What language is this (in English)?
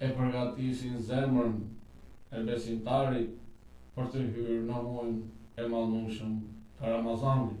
Albanian